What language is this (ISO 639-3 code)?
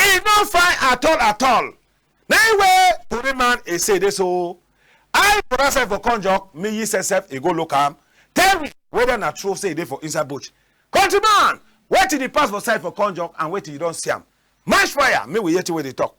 wes